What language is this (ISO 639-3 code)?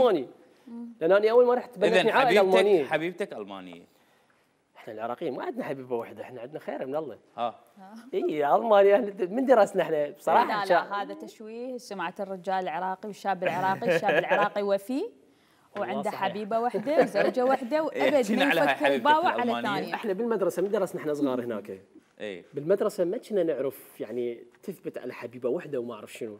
acm